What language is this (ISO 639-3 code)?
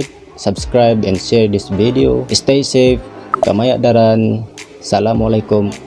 tsg